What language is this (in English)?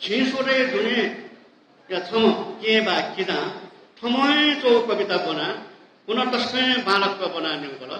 Newari